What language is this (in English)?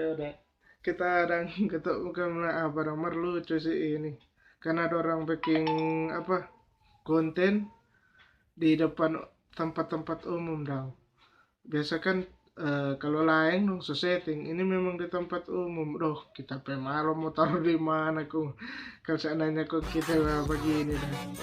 Manado Malay